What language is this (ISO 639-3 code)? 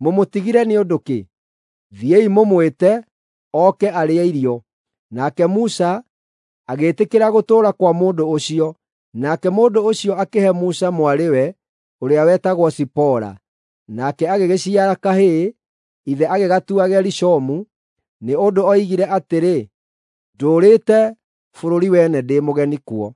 kik